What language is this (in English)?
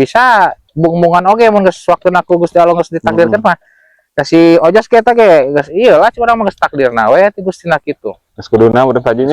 Sundanese